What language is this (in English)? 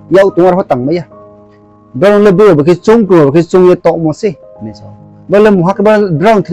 Riang (India)